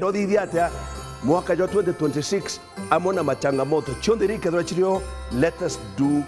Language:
Meru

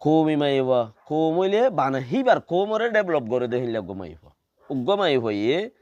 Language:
Rohingya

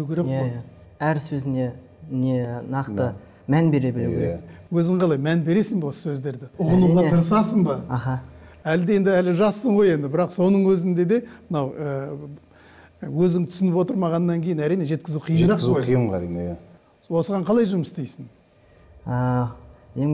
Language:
Kazakh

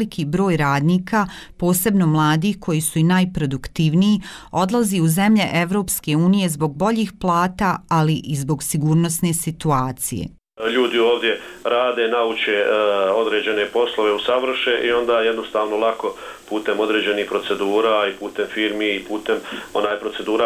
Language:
Bosnian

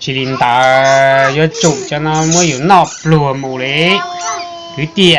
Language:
Hmong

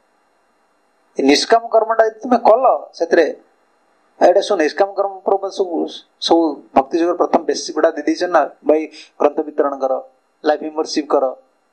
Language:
Odia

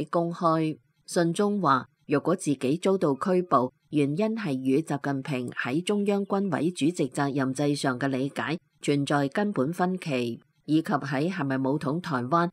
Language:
Cantonese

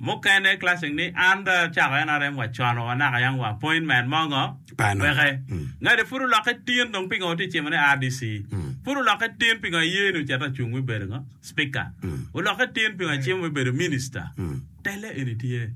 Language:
Acoli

